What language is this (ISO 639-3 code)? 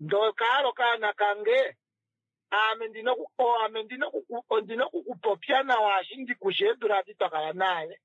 kua